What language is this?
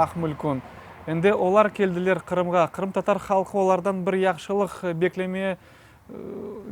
Crimean Tatar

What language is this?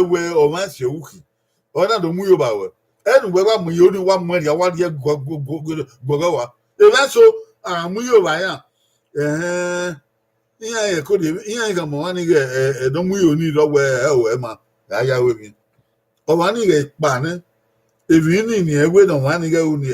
Bini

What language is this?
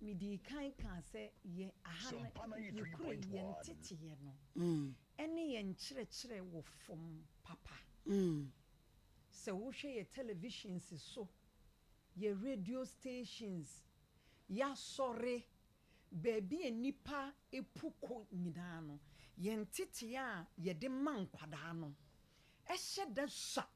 Akan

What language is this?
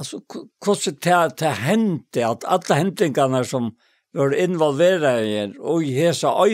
Faroese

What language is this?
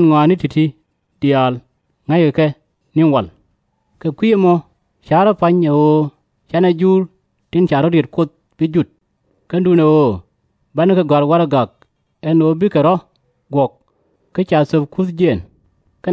Nuer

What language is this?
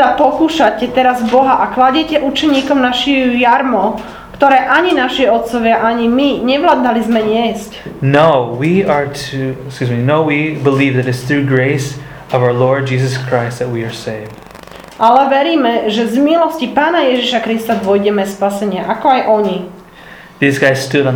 Slovak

